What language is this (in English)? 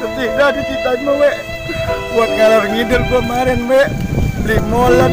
Betawi